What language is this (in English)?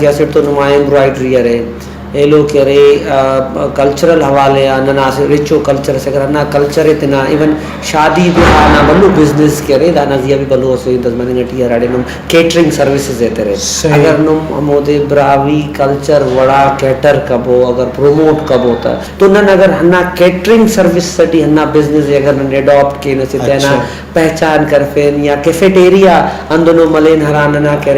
Brahui